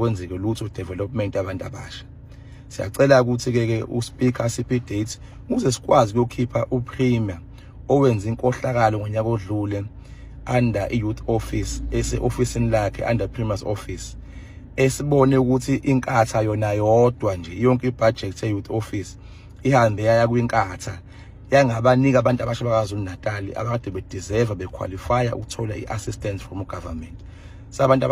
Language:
Zulu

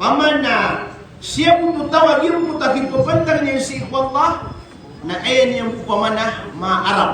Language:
Maranao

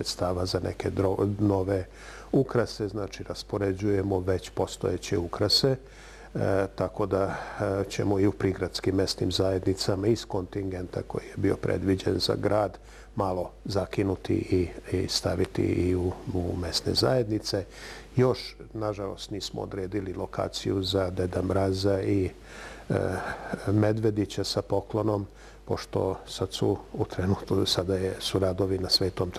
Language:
Serbian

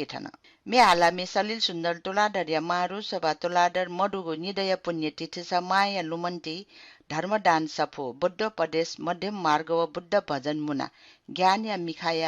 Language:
Newari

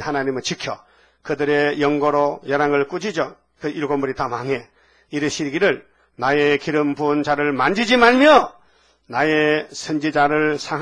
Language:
Korean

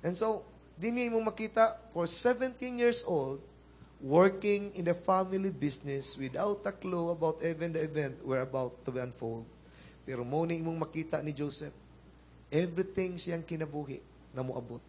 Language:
Cebuano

